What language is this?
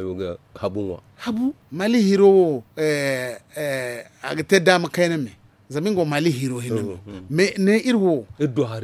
Zarma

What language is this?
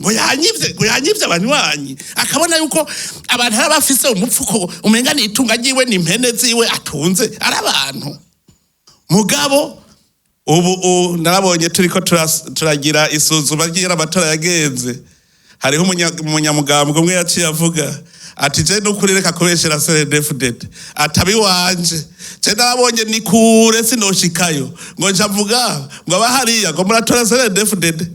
Rundi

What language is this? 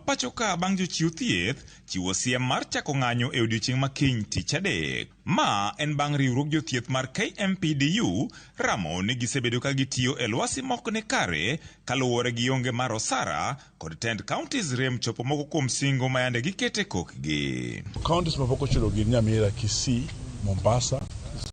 Luo (Kenya and Tanzania)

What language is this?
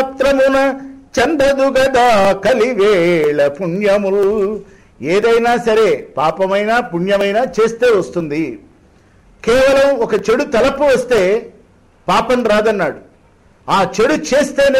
Telugu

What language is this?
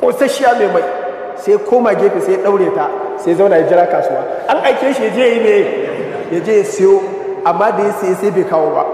Hausa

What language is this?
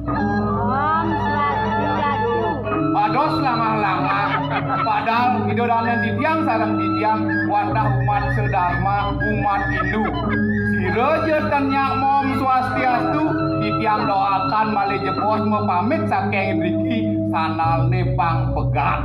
Balinese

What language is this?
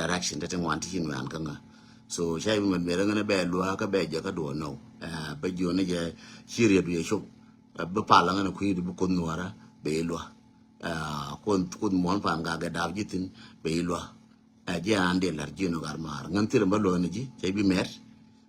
Nuer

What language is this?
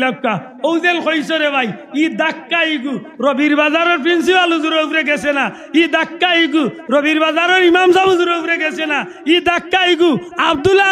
Sylheti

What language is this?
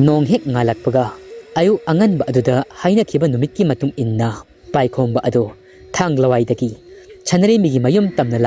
Manipuri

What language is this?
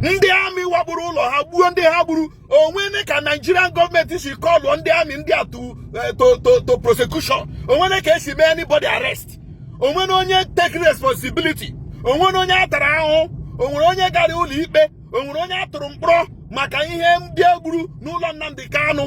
Igbo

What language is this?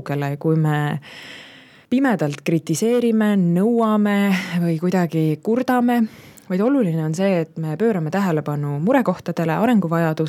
Estonian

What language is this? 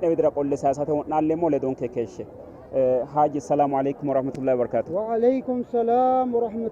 Sidamo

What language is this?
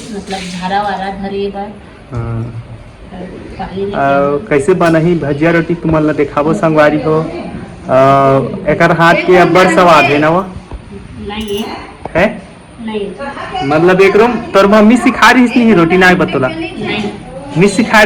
Chhattisgarhi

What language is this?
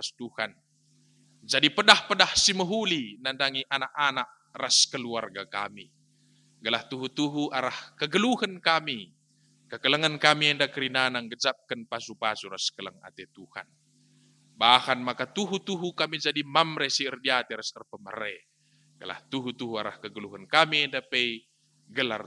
Batak Karo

